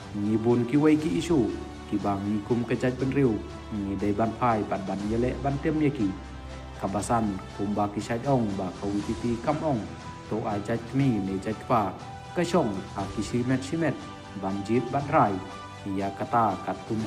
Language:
Khasi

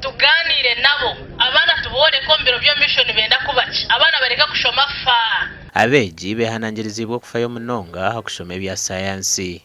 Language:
Nyankole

